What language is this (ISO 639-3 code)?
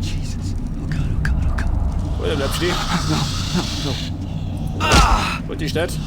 bar